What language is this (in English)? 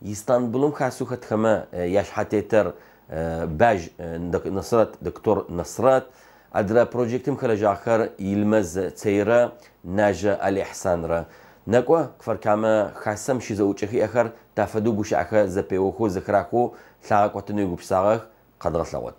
Adyghe